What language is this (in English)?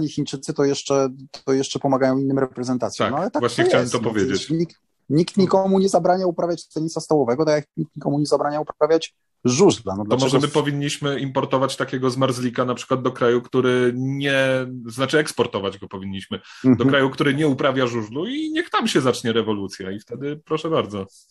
Polish